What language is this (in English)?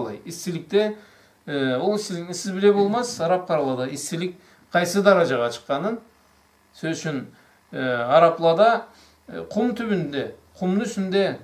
Karachay-Balkar